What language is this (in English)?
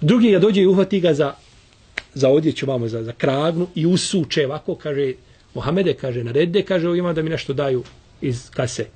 Bosnian